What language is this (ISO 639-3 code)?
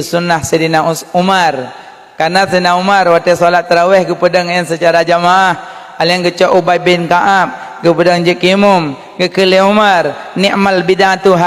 ace